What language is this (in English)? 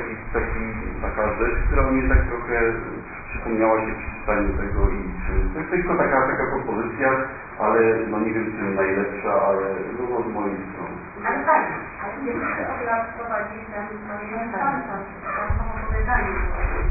Polish